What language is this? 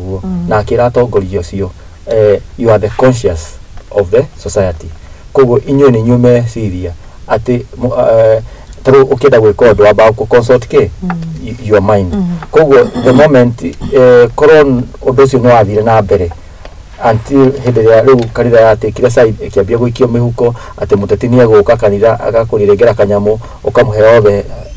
Kikuyu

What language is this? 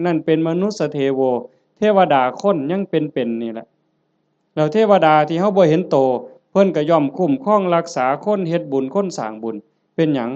Northeastern Thai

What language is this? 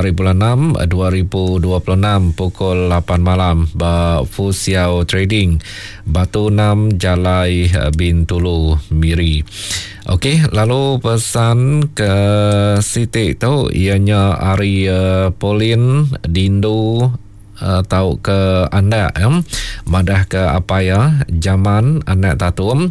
Iban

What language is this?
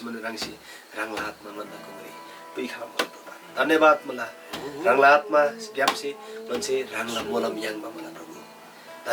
Eastern Tamang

